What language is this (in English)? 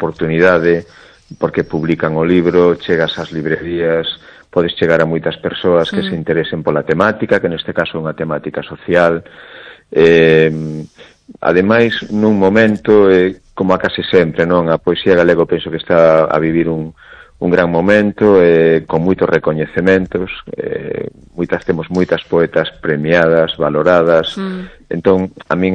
Galician